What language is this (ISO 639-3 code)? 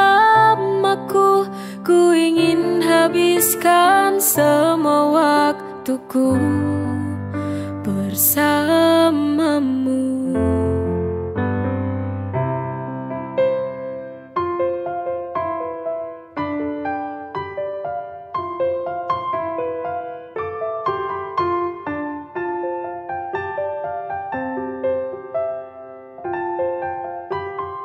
ind